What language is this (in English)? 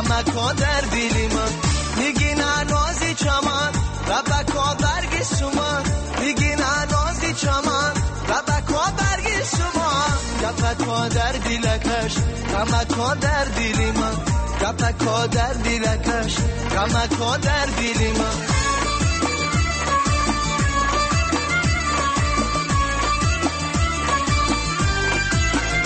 Persian